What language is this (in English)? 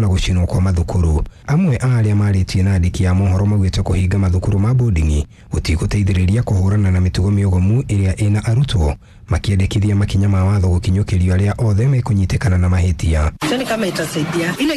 Kikuyu